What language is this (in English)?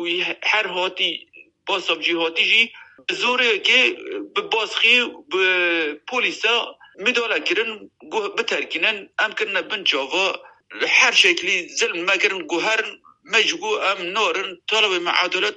Kurdish